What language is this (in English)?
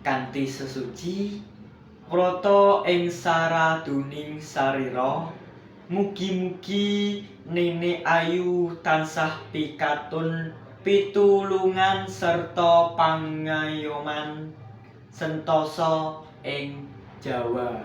Javanese